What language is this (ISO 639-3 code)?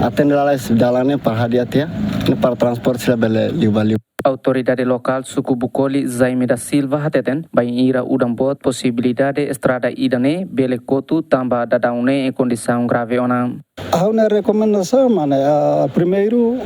tet